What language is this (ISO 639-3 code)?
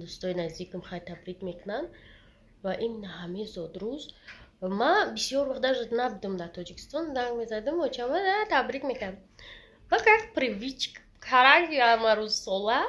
tgk